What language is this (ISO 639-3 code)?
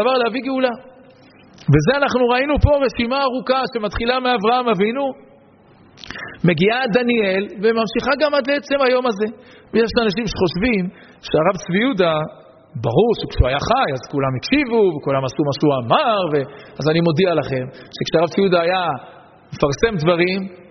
heb